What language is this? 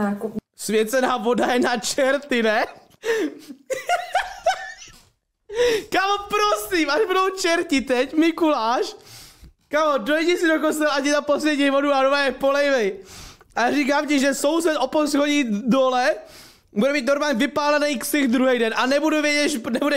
Czech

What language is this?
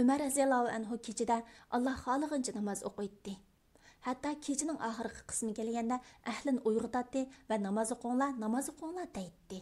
Uyghur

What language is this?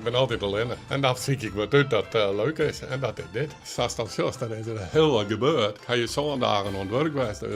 Western Frisian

